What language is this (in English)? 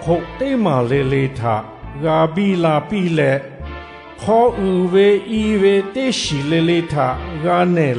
Lahu